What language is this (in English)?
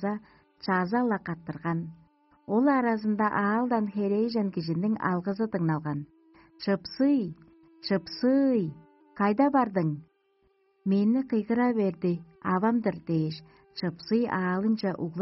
Tuvinian